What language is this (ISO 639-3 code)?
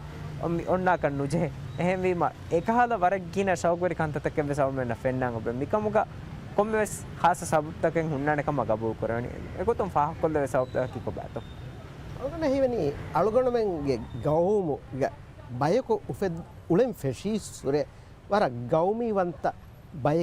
div